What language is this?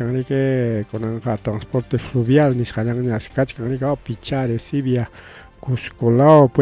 Ayacucho Quechua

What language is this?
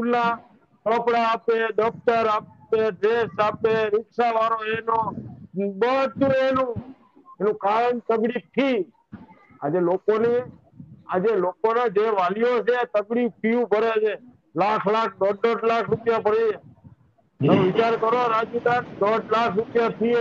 Gujarati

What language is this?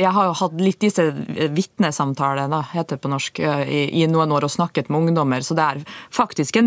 Swedish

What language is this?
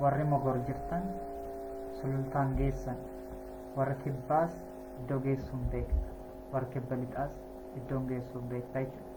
Oromo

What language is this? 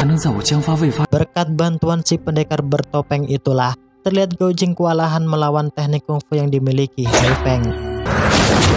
Indonesian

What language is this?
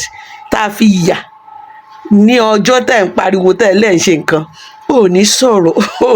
Yoruba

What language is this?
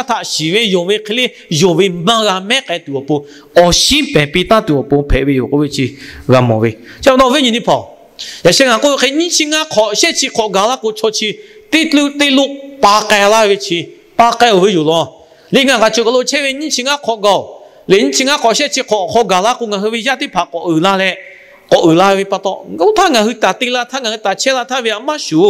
Lahu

